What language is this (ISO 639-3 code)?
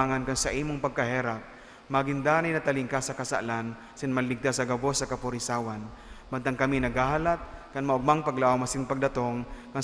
bik